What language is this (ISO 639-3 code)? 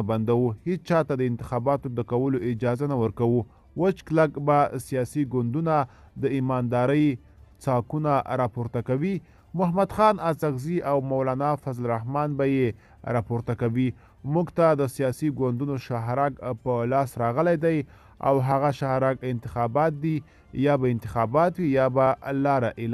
pus